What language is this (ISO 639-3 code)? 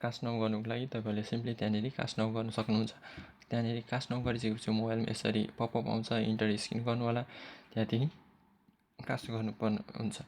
nep